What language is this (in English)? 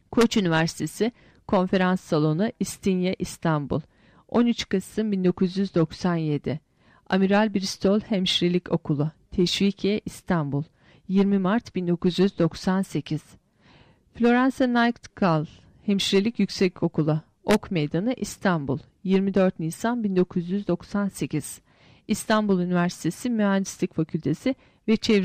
Turkish